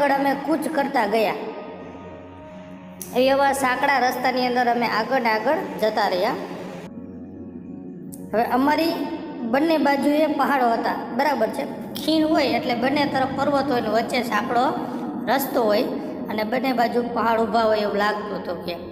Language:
Gujarati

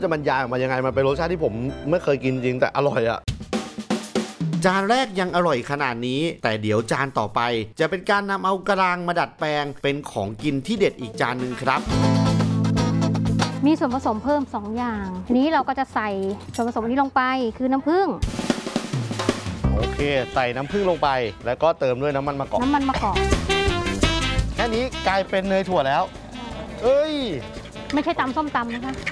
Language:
Thai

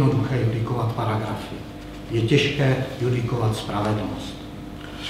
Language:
Czech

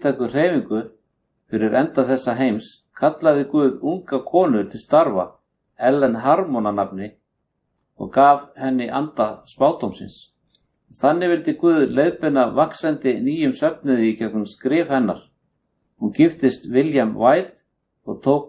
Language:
Icelandic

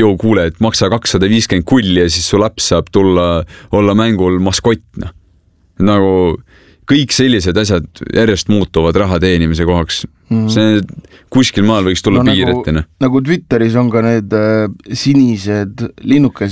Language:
Estonian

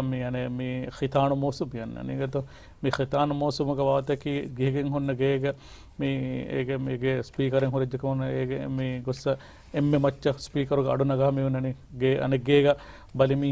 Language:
Divehi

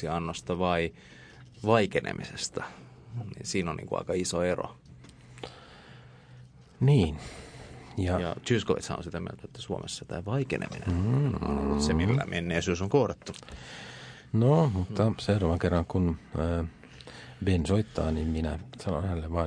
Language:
Finnish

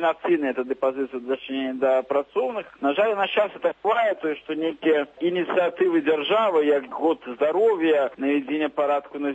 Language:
Belarusian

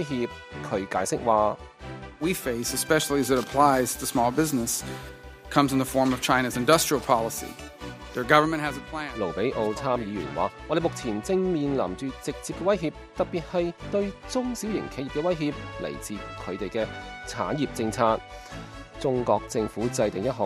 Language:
Cantonese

